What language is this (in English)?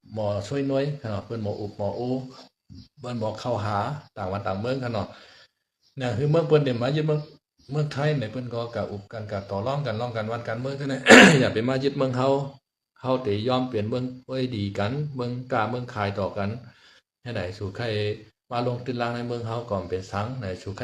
Shan